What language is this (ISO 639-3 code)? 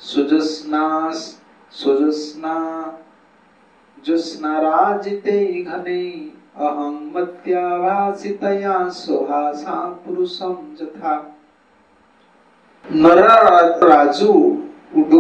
ori